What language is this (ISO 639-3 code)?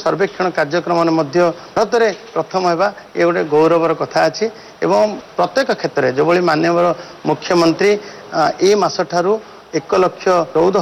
ori